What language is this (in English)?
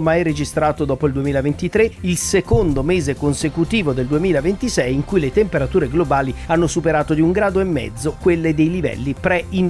Italian